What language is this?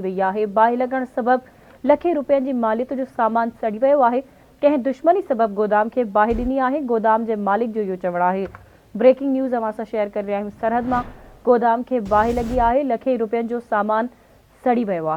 Sindhi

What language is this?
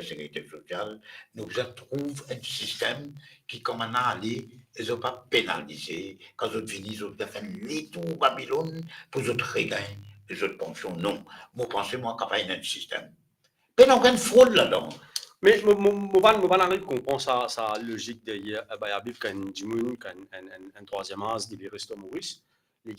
Morisyen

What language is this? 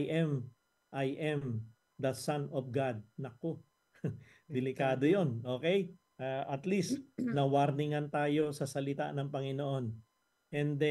Filipino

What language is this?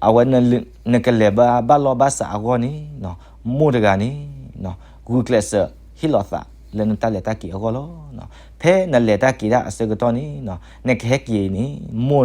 S'gaw Karen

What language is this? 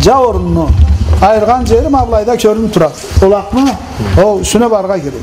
Karachay-Balkar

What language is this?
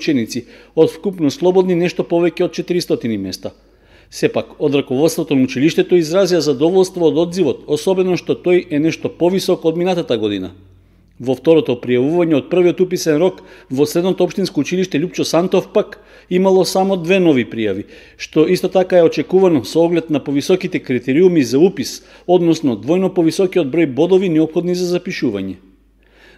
Macedonian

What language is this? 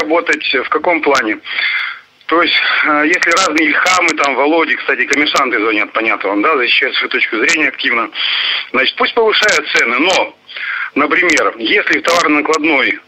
Russian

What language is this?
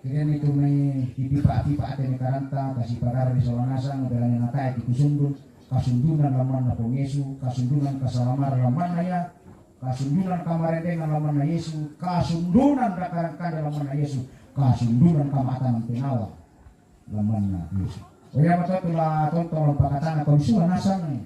Toraja-Sa'dan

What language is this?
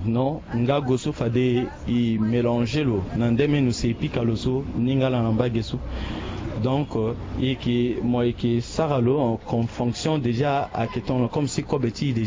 Sango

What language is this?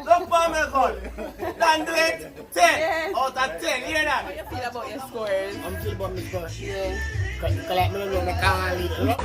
Jamaican Creole English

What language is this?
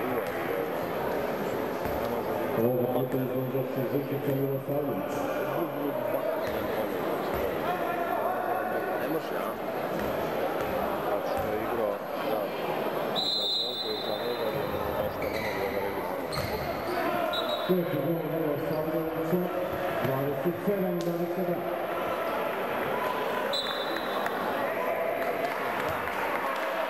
Serbian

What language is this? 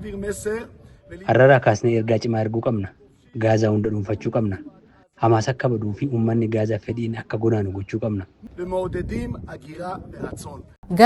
Oromo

